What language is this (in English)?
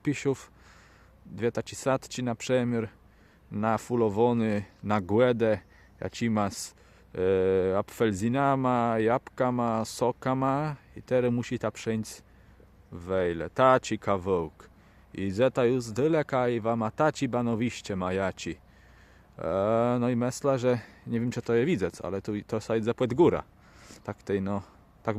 Kashubian